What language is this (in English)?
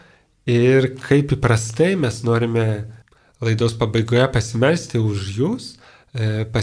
Lithuanian